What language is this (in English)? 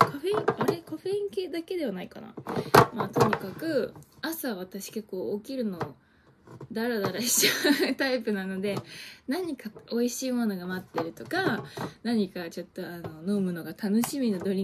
Japanese